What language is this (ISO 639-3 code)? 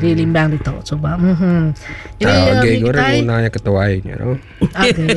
iba